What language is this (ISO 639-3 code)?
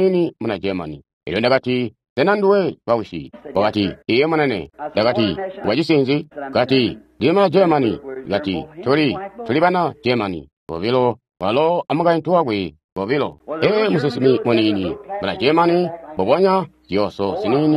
toi